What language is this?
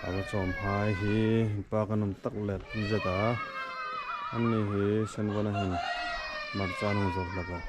Hmar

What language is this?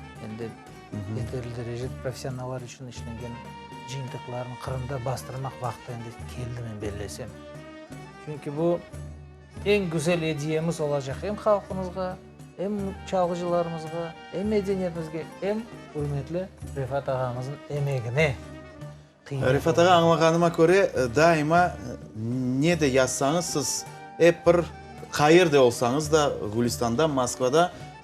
Crimean Tatar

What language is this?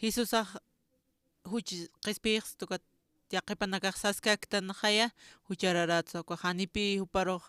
Aymara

